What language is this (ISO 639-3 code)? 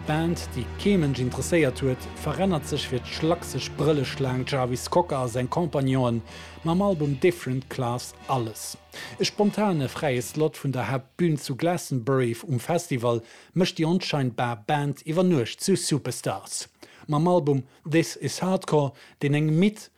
ltz